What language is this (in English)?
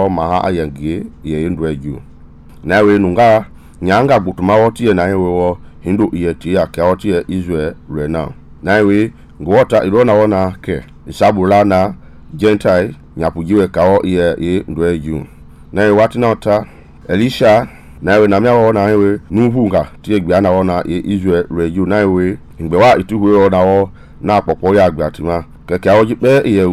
Mende